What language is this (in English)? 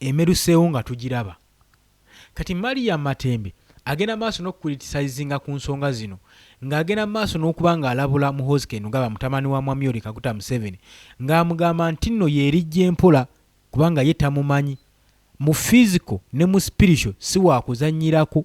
Ganda